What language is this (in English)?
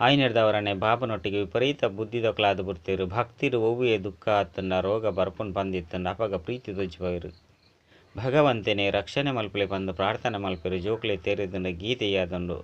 Tulu